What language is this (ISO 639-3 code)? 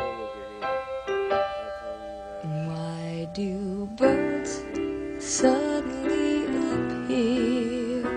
fao